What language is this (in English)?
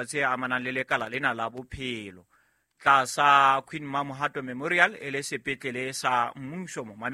Southern Sotho